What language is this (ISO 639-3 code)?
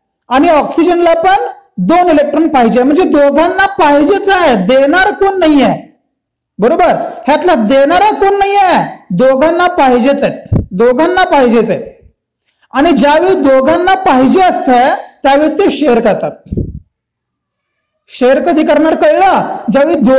mar